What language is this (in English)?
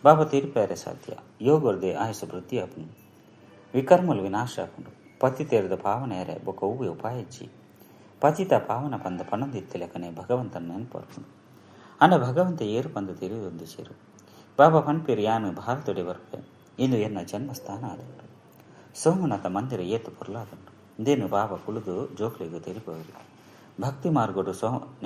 Tulu